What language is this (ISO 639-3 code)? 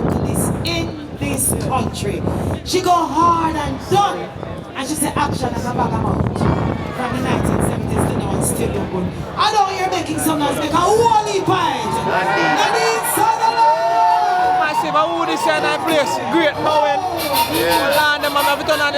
jam